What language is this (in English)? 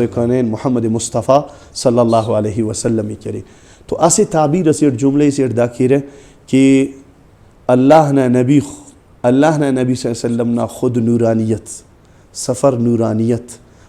Brahui